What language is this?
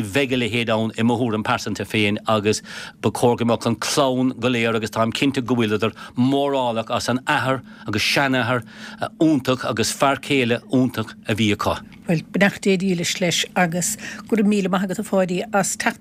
Irish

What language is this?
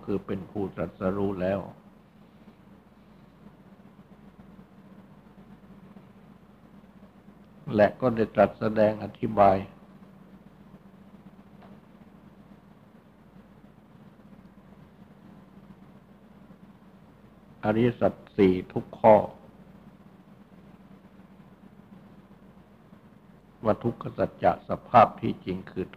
Thai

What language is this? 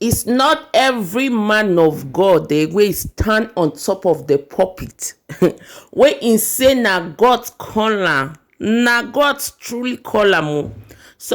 Nigerian Pidgin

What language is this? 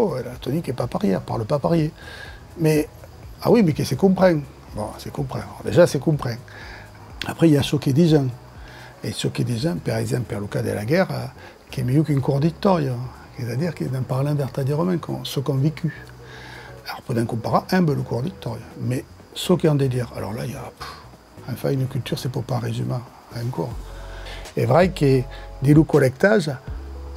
Occitan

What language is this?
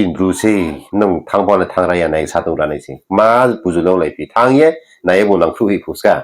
Riang (India)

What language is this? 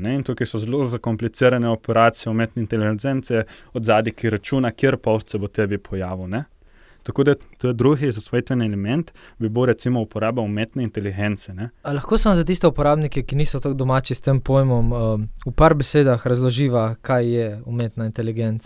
Slovenian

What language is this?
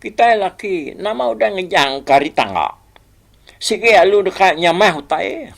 Iban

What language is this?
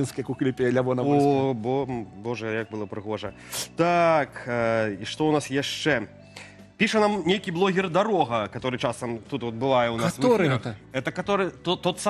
Belarusian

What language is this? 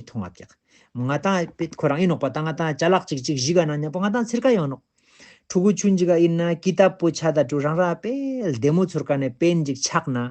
Ladakhi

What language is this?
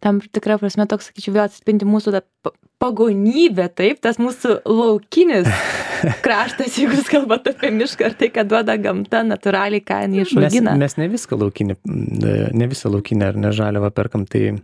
Lithuanian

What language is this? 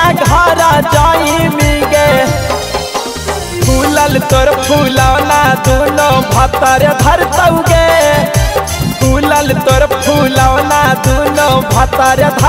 Bhojpuri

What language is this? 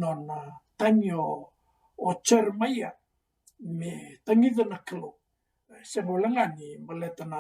Fijian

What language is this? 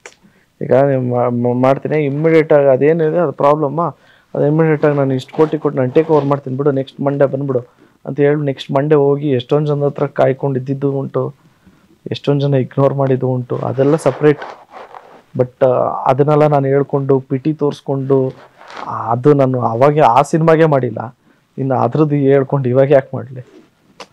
Kannada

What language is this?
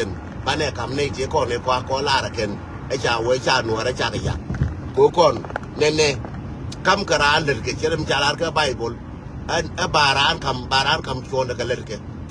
Nuer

